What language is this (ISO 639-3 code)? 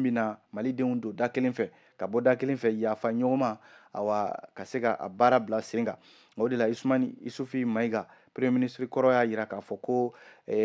bam